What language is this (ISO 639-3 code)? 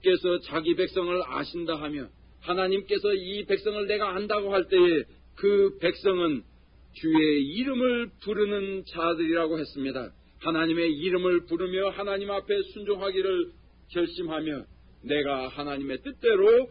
kor